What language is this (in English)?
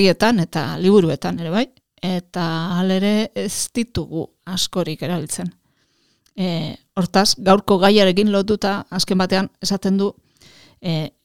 Basque